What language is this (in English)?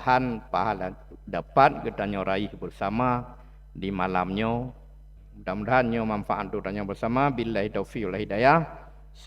Achinese